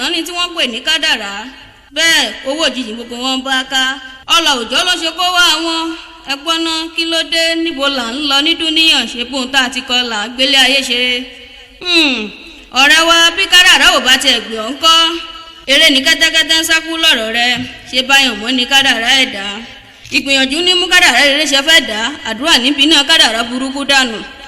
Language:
Yoruba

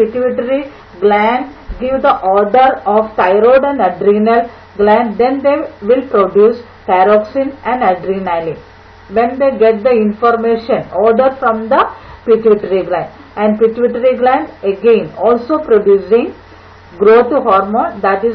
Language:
English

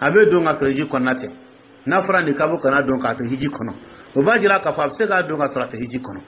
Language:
Dyula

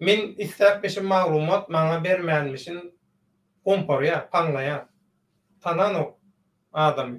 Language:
Turkmen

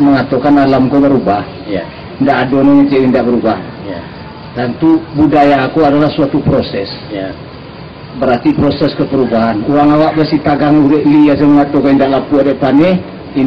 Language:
Minangkabau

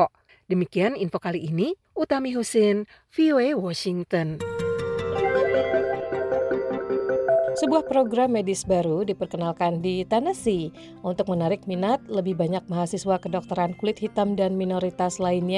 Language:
Indonesian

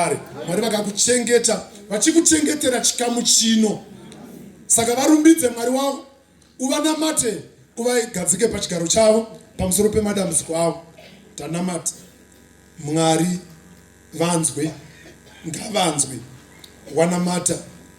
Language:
Shona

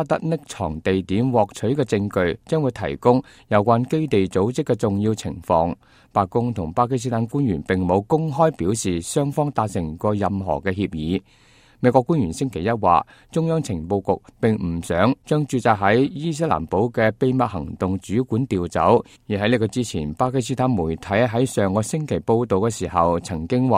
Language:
Cantonese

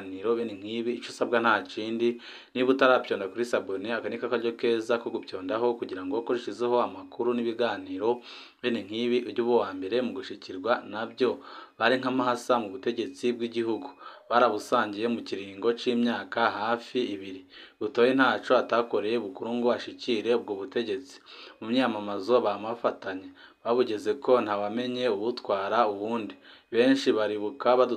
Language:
Rundi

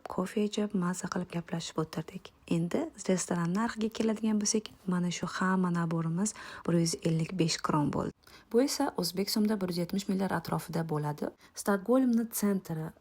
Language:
Uzbek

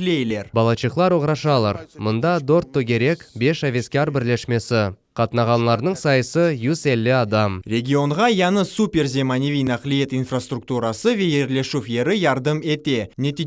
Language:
Crimean Tatar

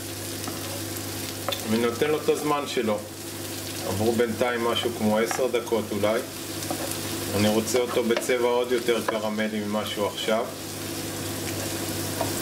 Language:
Hebrew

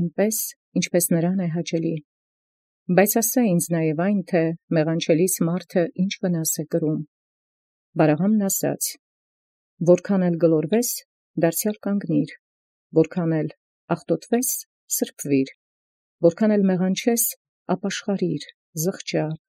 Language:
Armenian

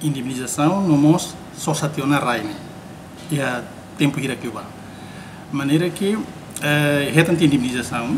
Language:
Tetum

